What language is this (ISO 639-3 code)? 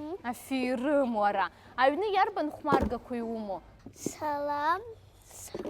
abk